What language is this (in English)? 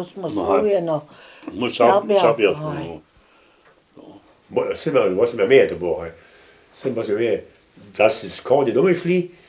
Upper Sorbian